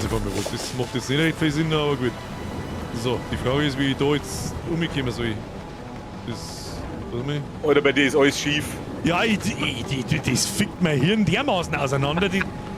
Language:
Bavarian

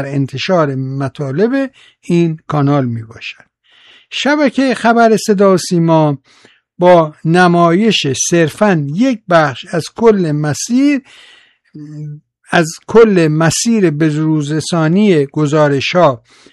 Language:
Persian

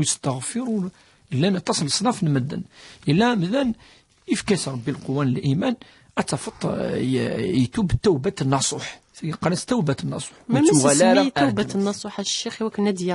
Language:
Kabyle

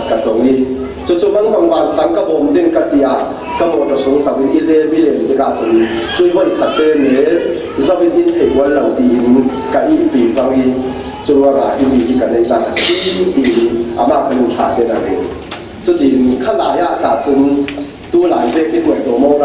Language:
Falam Chin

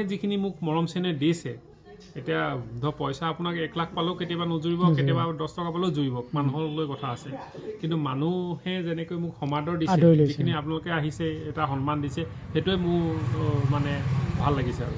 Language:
Assamese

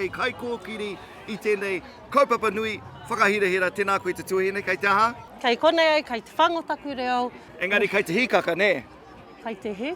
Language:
Māori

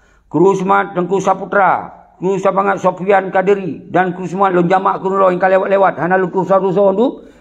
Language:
Achinese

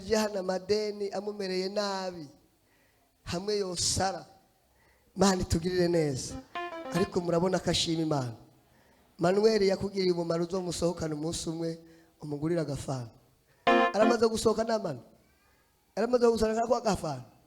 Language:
Rundi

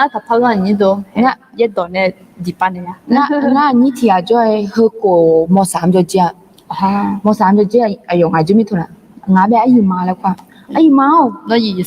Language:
Akha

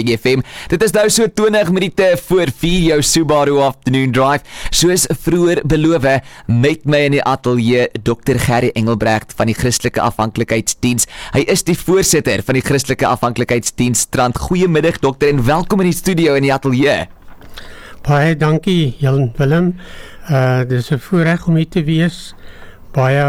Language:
Afrikaans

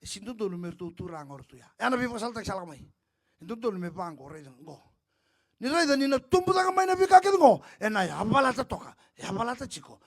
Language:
Fijian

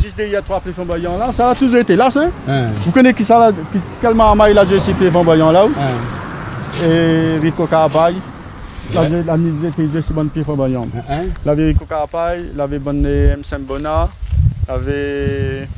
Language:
Réunion Creole French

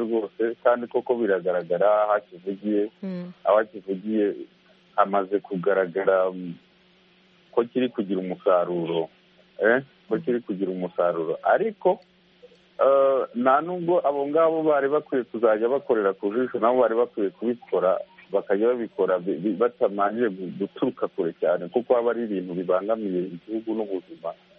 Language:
Kinyarwanda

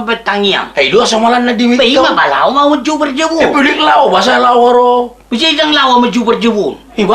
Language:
Batak Toba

